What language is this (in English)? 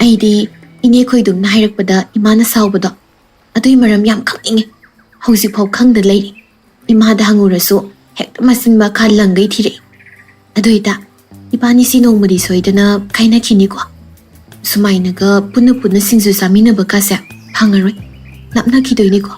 Manipuri